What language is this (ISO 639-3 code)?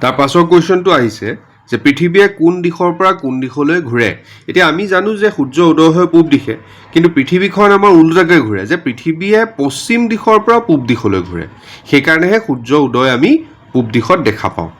asm